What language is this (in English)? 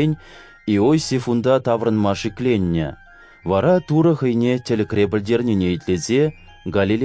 Chuvash